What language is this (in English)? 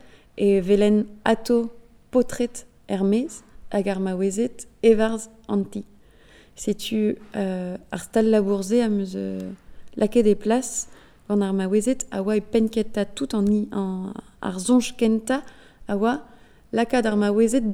Breton